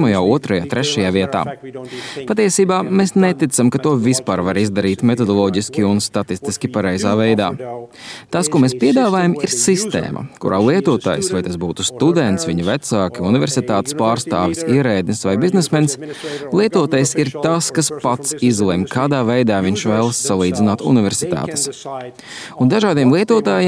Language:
Latvian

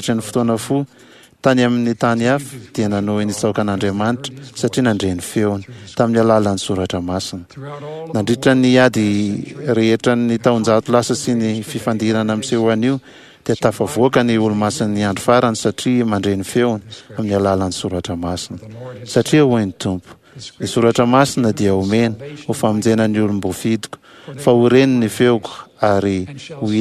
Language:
Malagasy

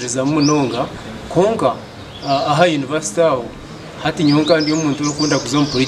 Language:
Nyankole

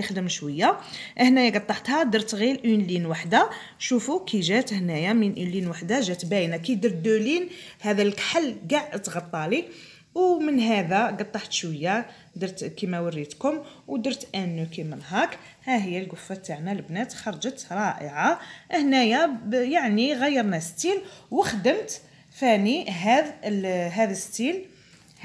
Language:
Algerian Arabic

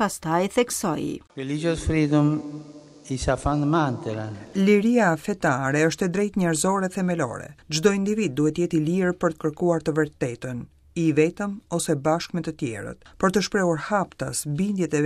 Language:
Albanian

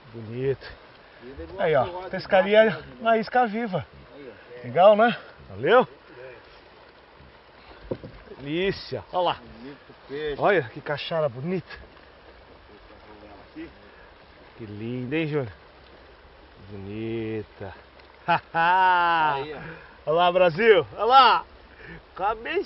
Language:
Portuguese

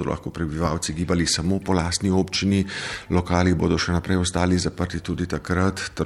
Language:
Slovenian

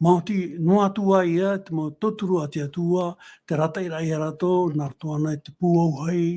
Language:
Tahitian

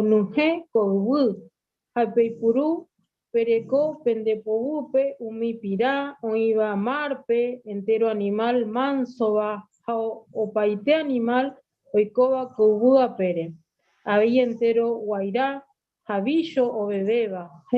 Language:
Guarani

